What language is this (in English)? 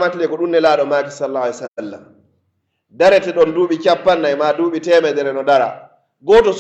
Pular